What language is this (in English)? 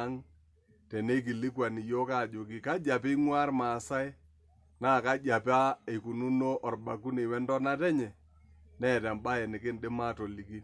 Masai